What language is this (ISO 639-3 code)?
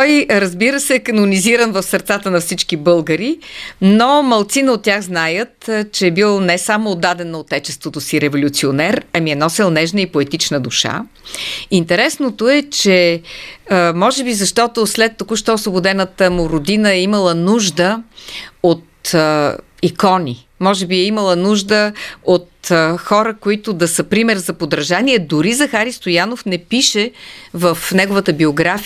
bul